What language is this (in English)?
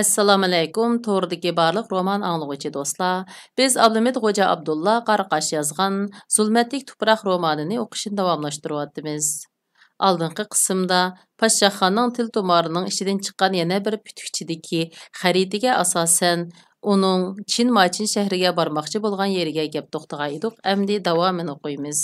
Uyghur